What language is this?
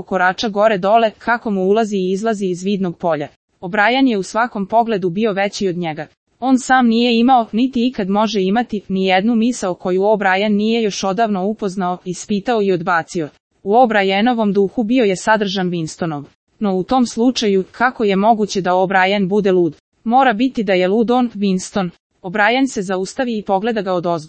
Serbian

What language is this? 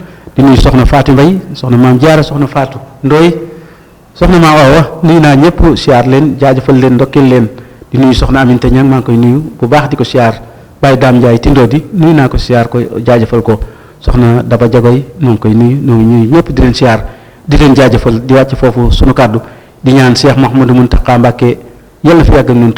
Wolof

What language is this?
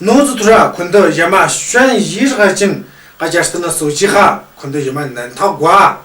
Tu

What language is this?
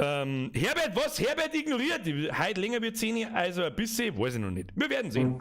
Bavarian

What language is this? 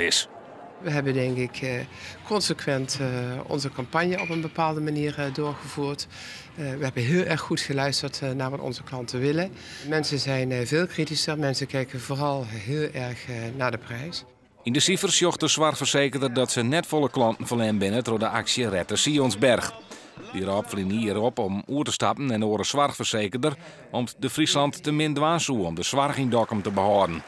Western Frisian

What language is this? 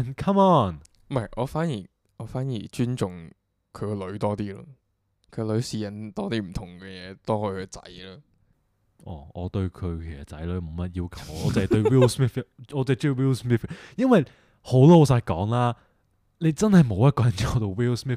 Cantonese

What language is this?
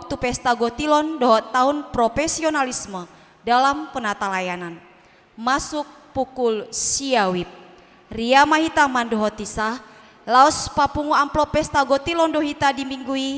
Batak Toba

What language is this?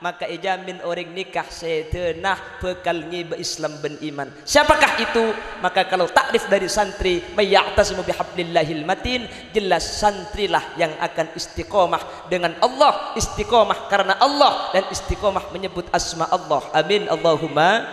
Madurese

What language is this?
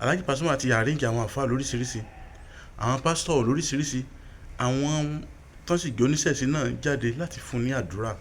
Yoruba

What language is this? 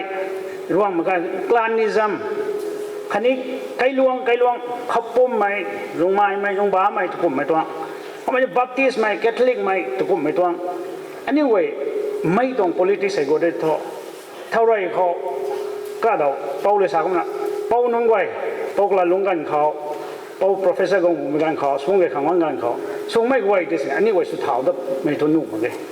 Rongmei Naga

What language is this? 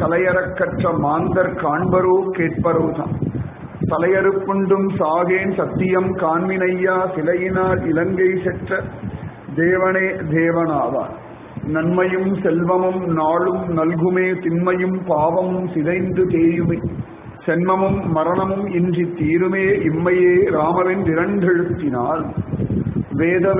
Tamil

